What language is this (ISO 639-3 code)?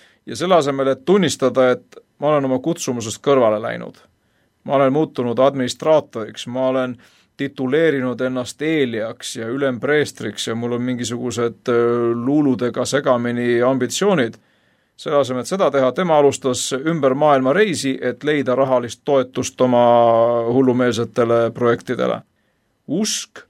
est